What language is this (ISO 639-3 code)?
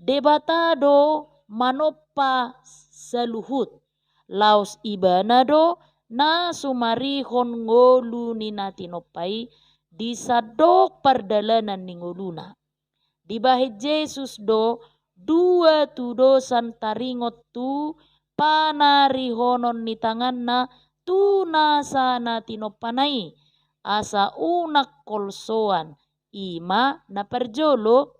bbc